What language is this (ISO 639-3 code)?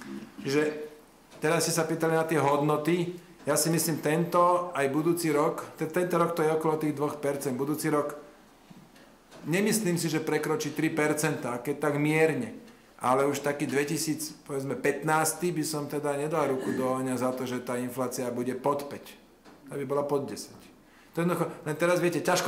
slk